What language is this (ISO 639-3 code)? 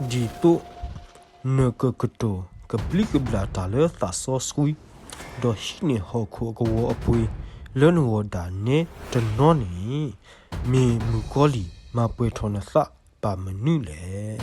ksw